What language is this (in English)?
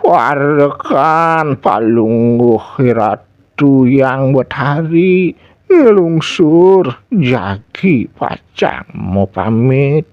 Balinese